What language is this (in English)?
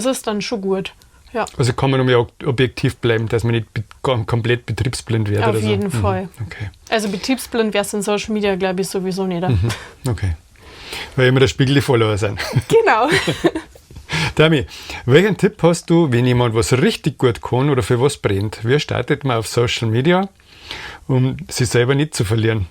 Bavarian